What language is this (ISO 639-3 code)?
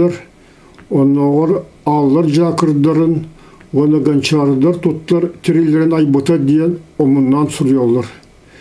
sah